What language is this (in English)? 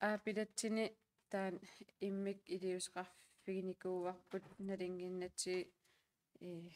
Kalaallisut